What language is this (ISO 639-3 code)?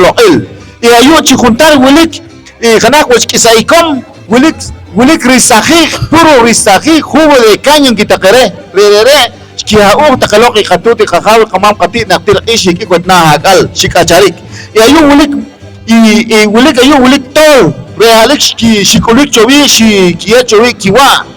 poh